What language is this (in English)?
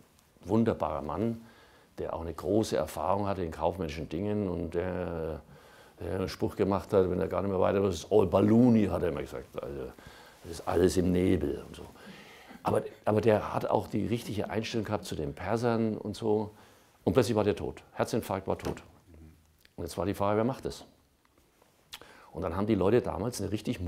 German